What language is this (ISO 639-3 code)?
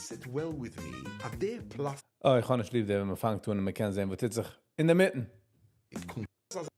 yid